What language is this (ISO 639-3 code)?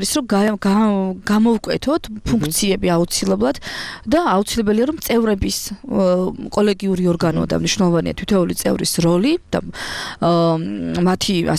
kat